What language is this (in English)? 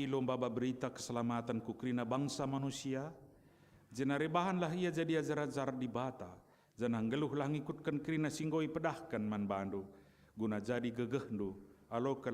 Batak Karo